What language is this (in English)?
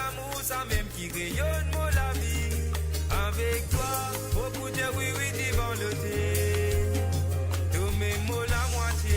Morisyen